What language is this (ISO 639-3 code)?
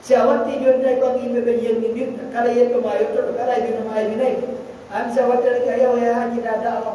ful